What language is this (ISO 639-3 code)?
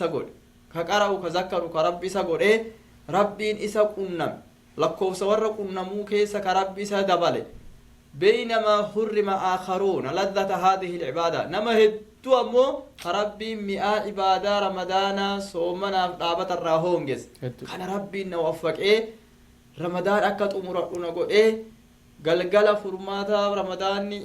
orm